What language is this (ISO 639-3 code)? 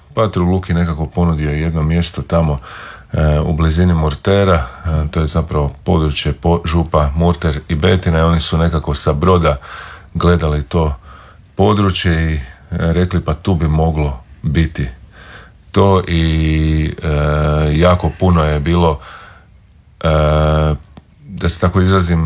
hrv